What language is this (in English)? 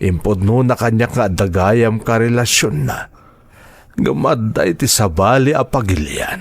Iloko